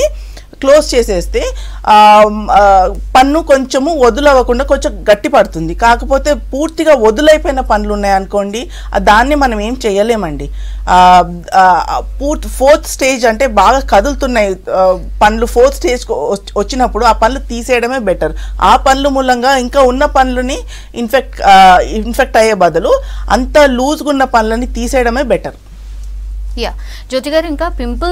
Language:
Telugu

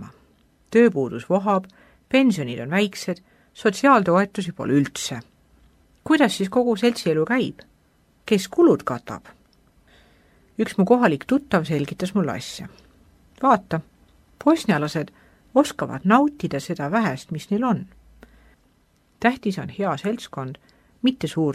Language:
Estonian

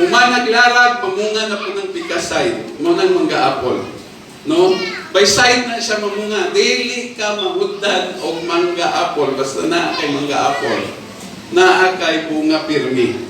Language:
Cebuano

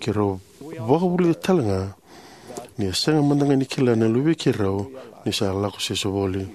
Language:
Fijian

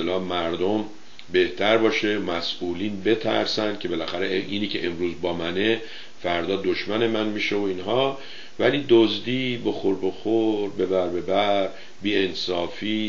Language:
Persian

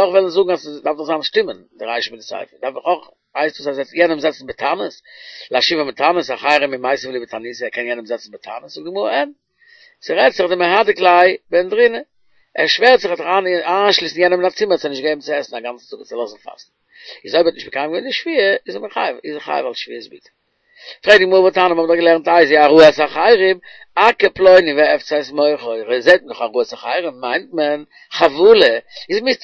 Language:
Yiddish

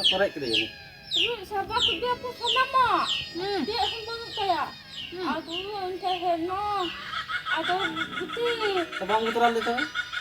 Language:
Santali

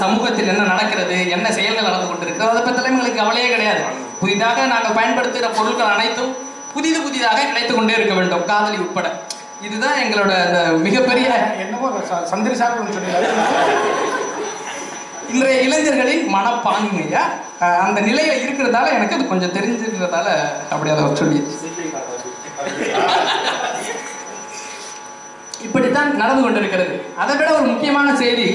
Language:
Tamil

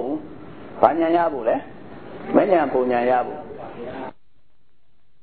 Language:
Burmese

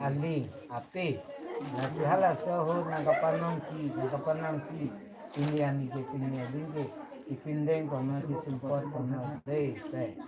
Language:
Karbi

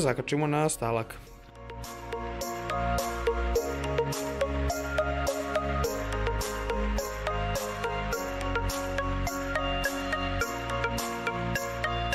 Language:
Serbian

